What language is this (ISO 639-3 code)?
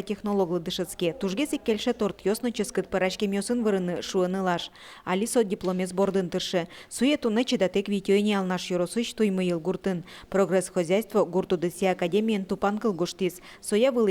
udm